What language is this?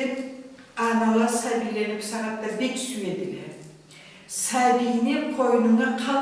Karachay-Balkar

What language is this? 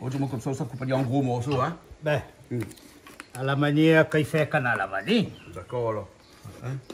Réunion Creole French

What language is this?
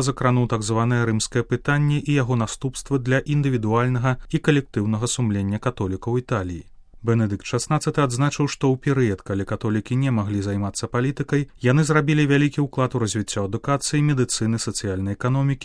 Belarusian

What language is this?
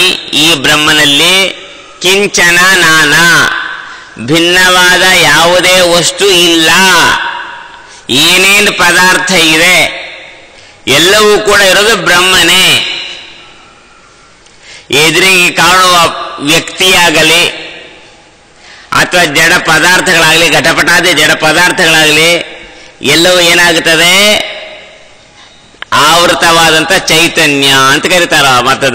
Kannada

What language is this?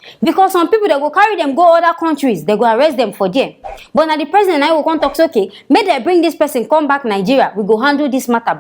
Nigerian Pidgin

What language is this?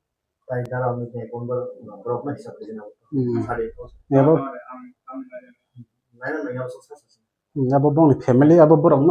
Kok Borok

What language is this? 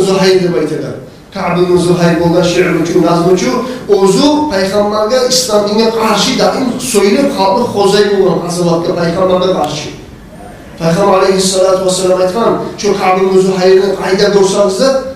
Kumyk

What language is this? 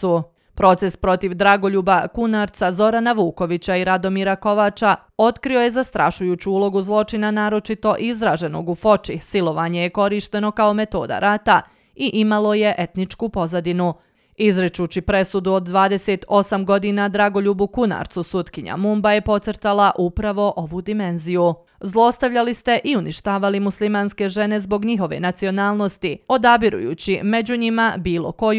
Bosnian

